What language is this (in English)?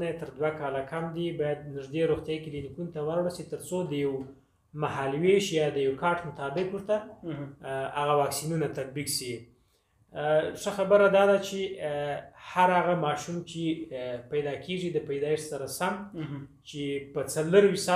Pashto